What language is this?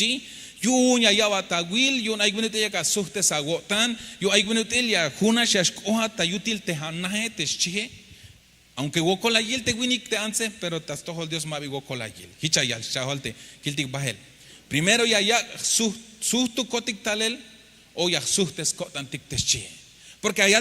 Tzeltal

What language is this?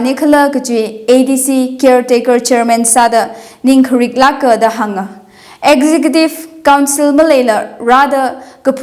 Tangkhul Naga (India)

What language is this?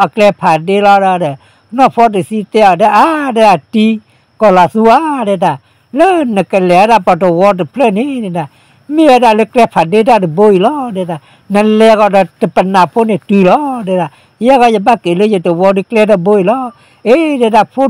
S'gaw Karen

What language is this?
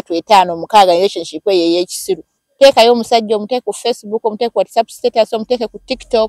Ganda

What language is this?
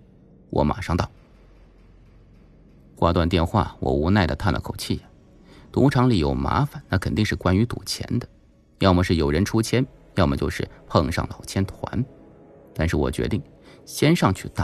Chinese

